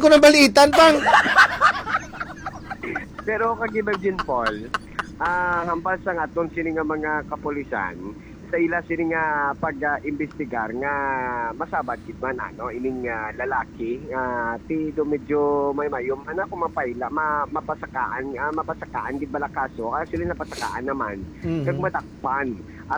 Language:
Hiligaynon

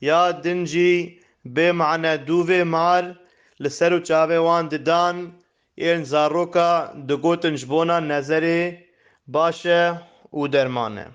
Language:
Kurdish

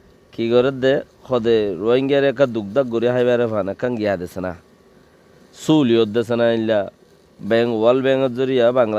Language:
Rohingya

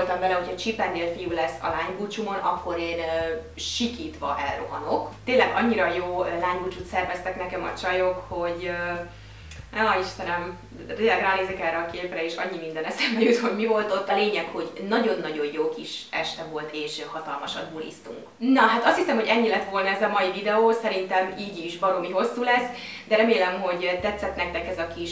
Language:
Hungarian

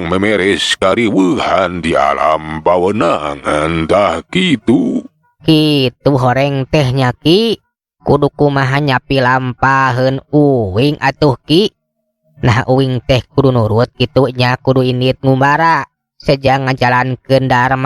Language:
Sundanese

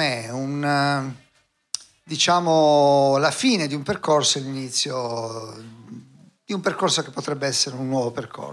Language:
Italian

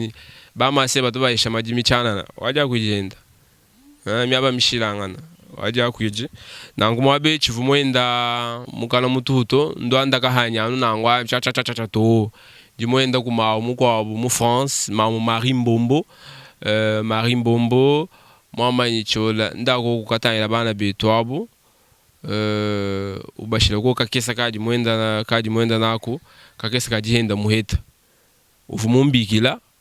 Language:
Luba-Lulua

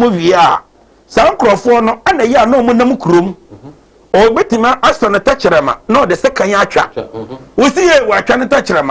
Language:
Akan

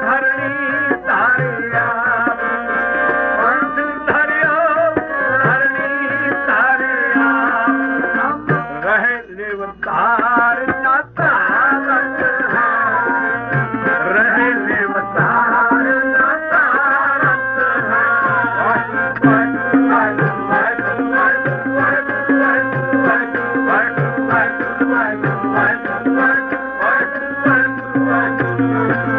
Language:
Punjabi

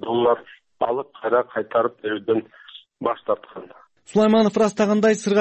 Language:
Kyrgyz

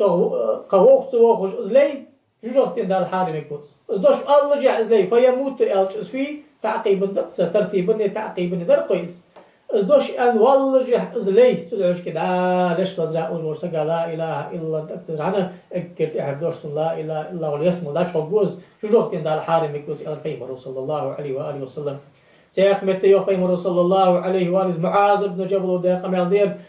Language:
Ingush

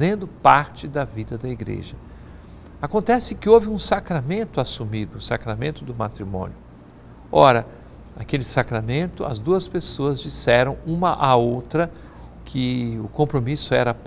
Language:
Portuguese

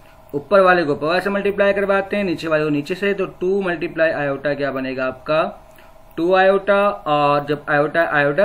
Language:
Hindi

